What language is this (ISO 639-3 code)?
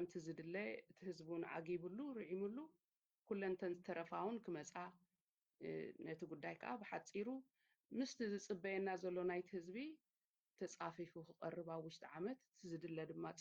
tir